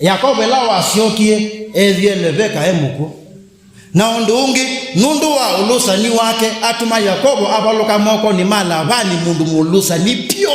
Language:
Kamba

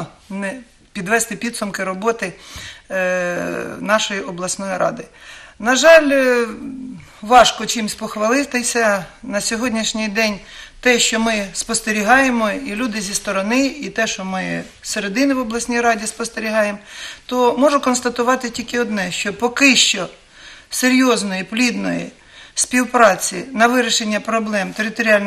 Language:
Ukrainian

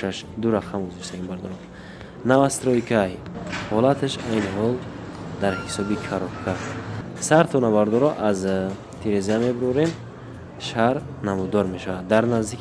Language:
Tajik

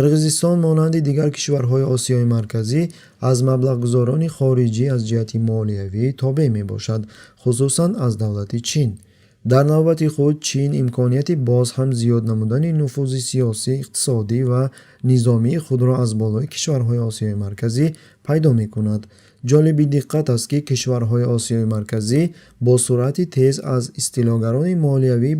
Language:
Tajik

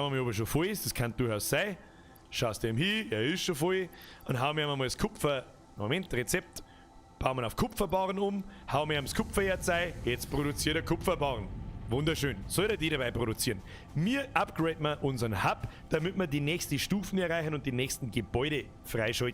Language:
Bavarian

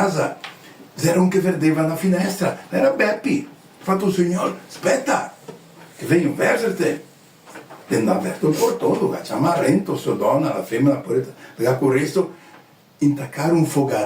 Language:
Venetian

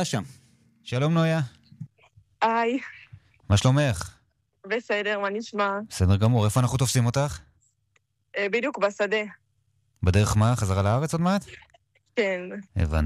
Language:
Hebrew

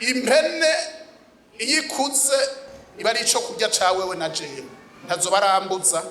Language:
Rundi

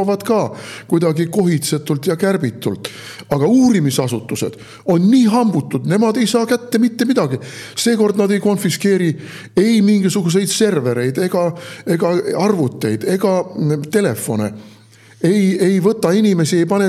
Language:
Estonian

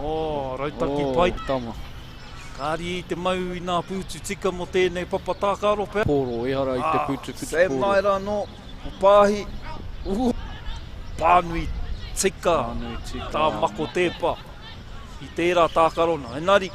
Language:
Māori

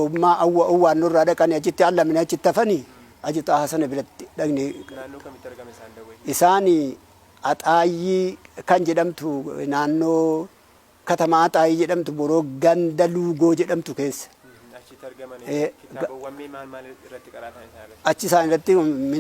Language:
Oromo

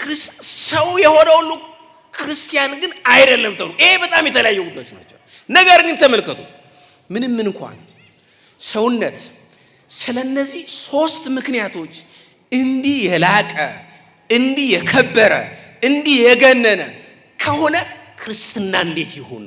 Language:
Amharic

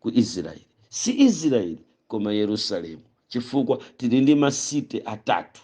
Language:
Nyanja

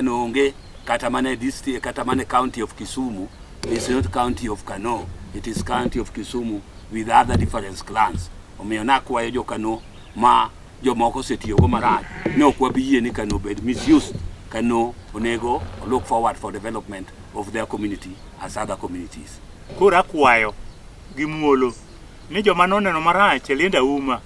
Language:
Luo (Kenya and Tanzania)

